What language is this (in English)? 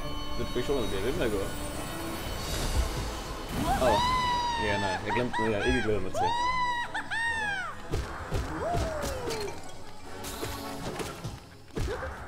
Danish